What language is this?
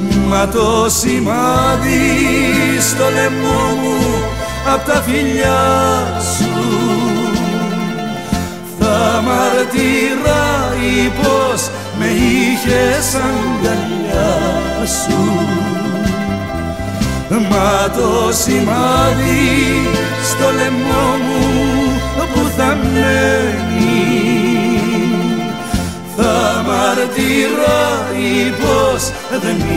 Greek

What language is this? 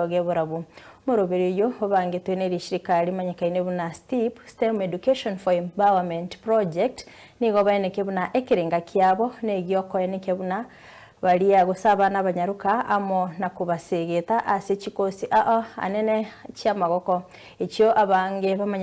Gusii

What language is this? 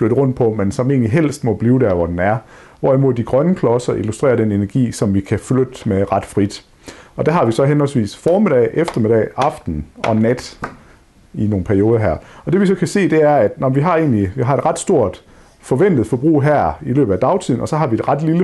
Danish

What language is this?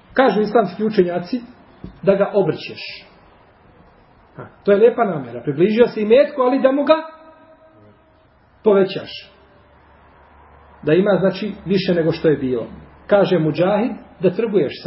Bosnian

